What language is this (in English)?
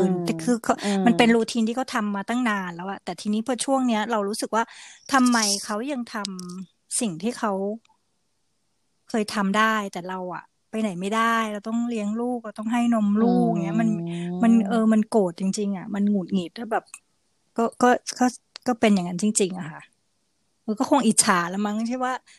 Thai